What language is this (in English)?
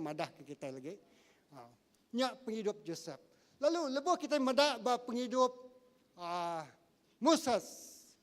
Iban